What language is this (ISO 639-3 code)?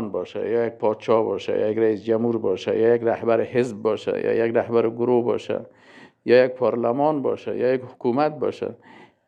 fas